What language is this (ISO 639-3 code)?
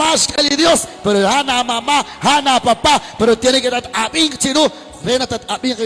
kek